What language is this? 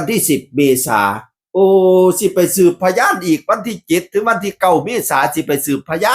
Northeastern Thai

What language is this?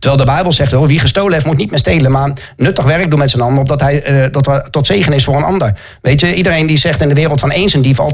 Dutch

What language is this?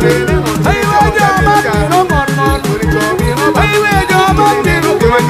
Acoli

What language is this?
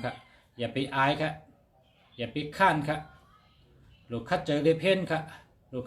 Shan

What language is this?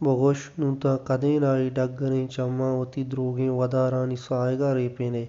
Baluchi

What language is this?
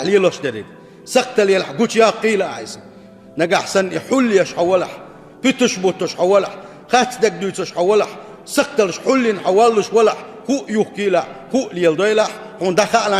Chechen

